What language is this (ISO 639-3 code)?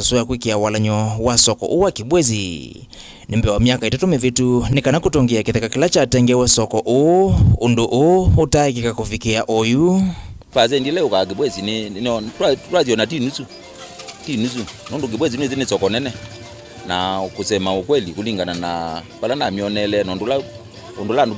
kam